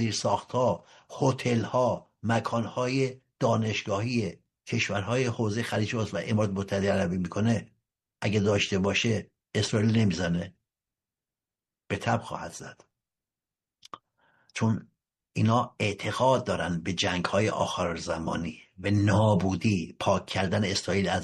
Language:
Persian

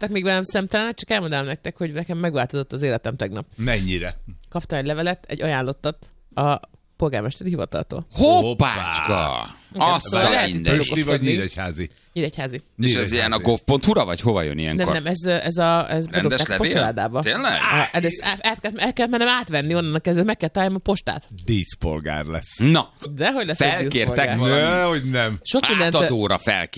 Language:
Hungarian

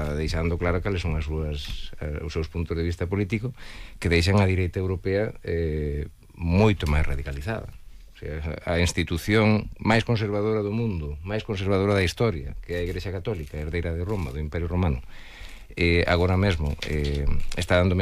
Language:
Galician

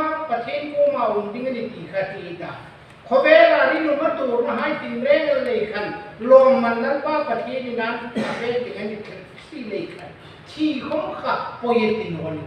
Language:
Hmar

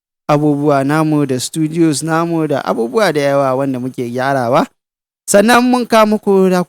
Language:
Hausa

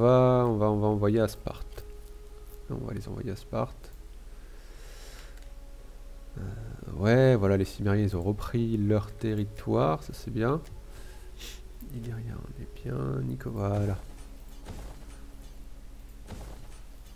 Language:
French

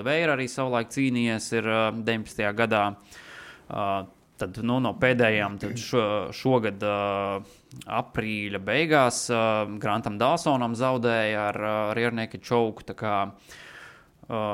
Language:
Latvian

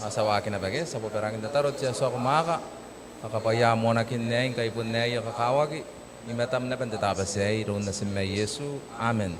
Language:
Gilbertese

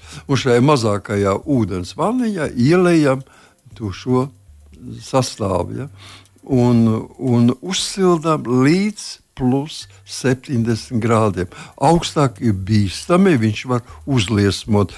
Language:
Latvian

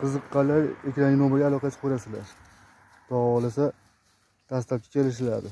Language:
Uzbek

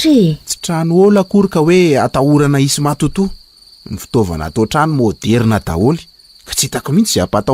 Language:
Malagasy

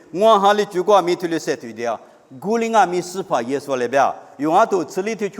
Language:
Lisu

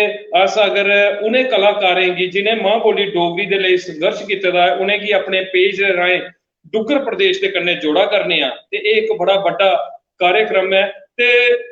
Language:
Dogri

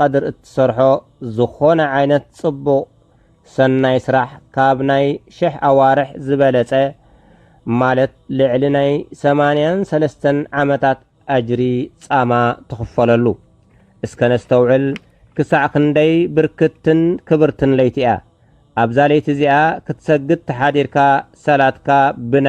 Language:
Tigrinya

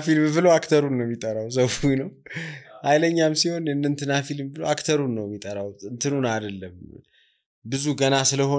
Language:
Amharic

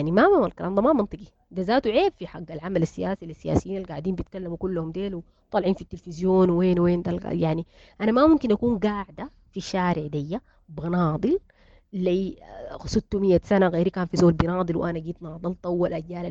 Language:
Sudanese Arabic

